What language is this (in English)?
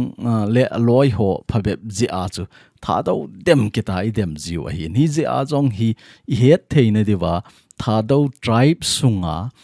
Thado Chin